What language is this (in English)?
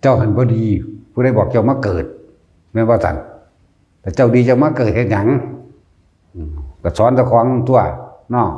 Northeastern Thai